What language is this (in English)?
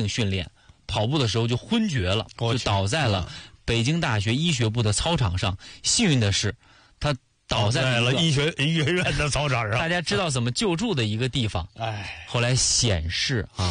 Chinese